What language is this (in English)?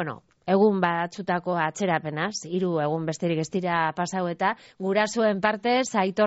Basque